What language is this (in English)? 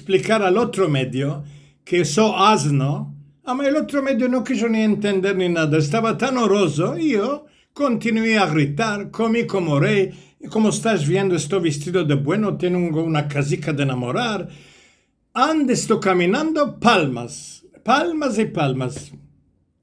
Ladino